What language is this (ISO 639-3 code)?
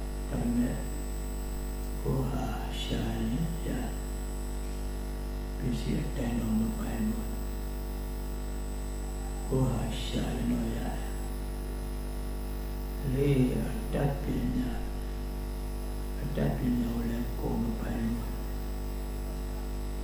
mya